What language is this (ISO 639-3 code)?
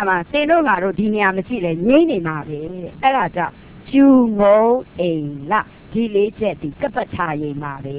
mya